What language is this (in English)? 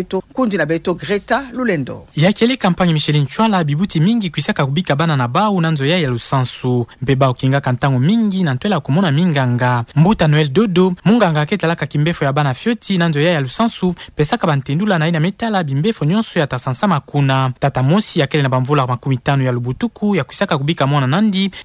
Kituba (Democratic Republic of Congo)